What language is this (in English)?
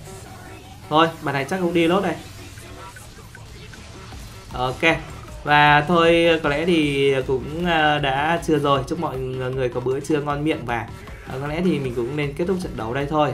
Vietnamese